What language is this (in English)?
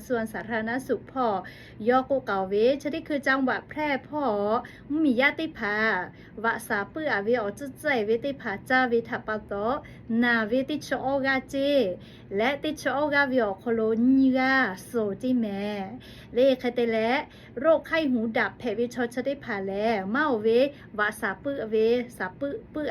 Lahu